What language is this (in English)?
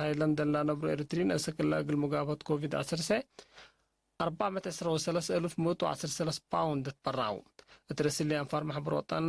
Tigre